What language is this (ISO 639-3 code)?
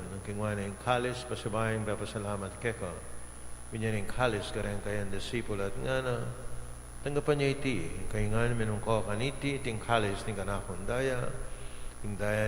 pam